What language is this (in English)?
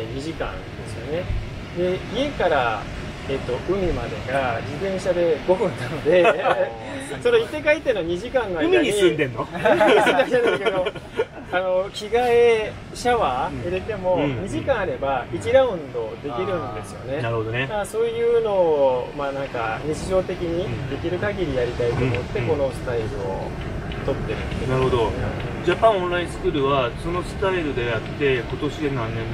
Japanese